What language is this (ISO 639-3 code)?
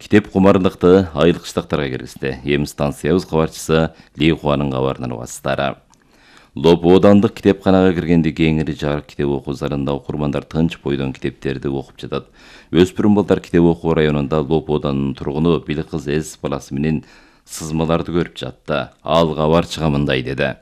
kir